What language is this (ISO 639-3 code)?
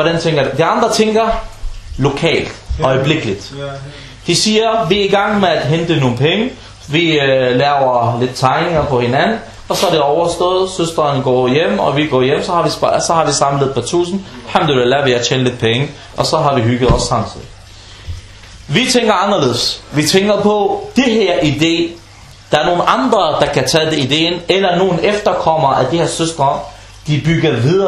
dan